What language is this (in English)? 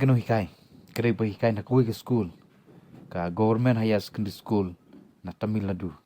Khasi